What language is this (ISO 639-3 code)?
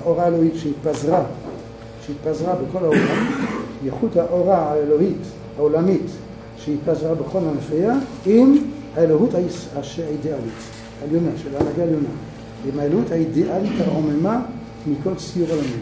heb